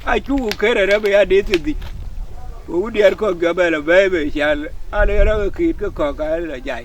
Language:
Dinka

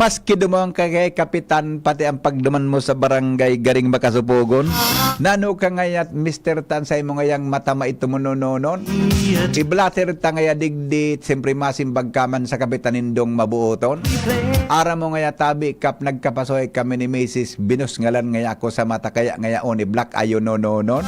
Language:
Bikol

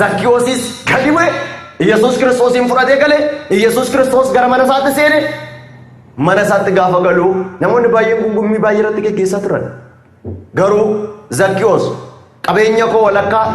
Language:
Oromo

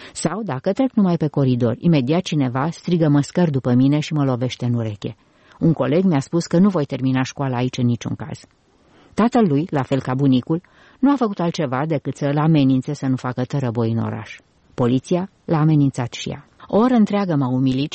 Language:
Romanian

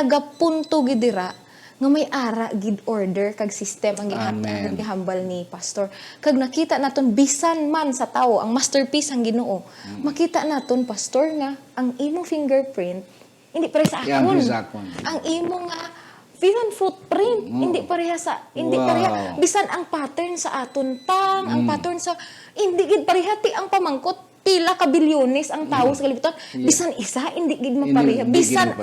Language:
Hiligaynon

